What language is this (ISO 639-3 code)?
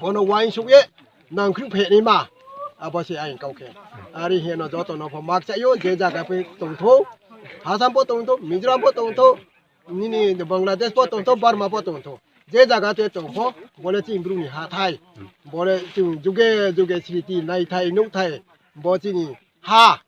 ria